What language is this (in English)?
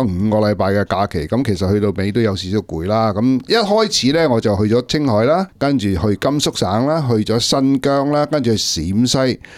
Cantonese